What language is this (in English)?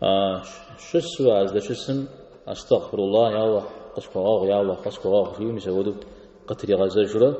Kabardian